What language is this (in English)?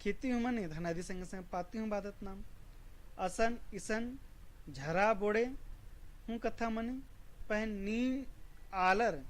Kurukh